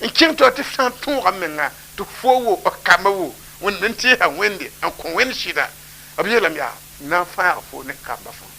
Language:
Mossi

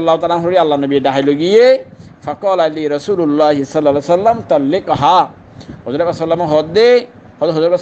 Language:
Rohingya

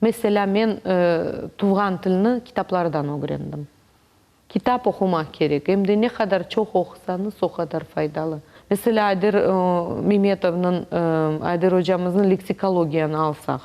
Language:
Crimean Tatar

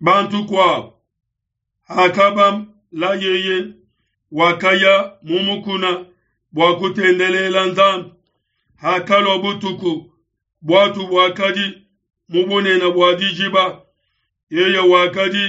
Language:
Luba-Lulua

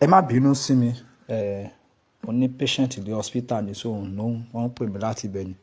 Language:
Yoruba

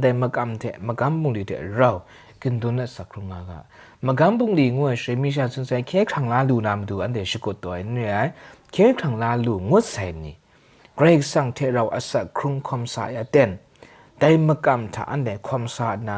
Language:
Kachin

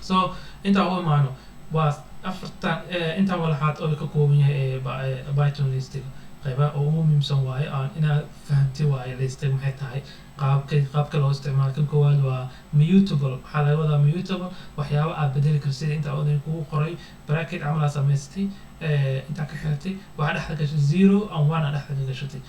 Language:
Somali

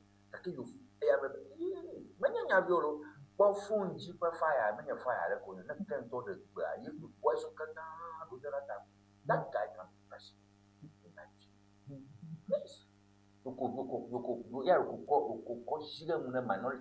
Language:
Ewe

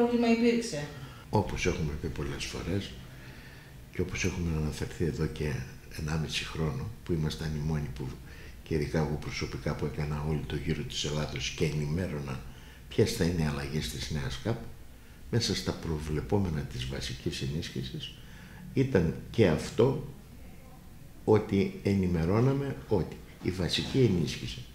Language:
Greek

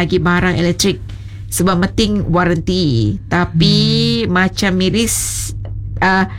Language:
Malay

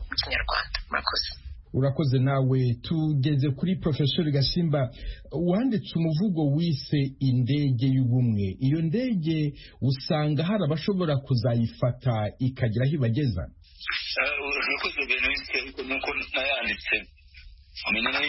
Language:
Kinyarwanda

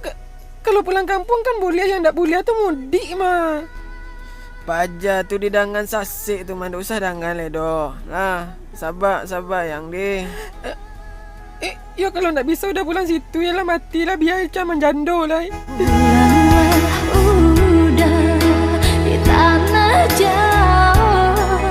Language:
Minangkabau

